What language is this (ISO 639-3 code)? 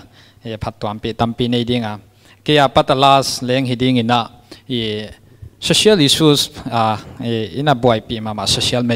pck